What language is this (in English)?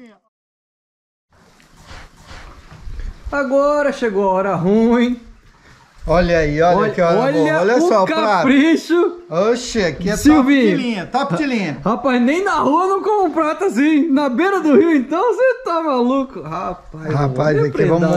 Portuguese